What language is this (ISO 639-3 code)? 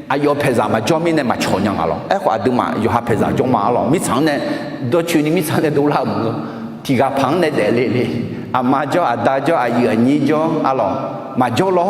ahk